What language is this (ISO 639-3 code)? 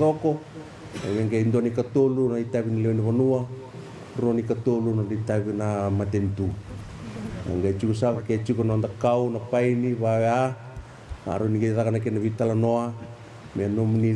fij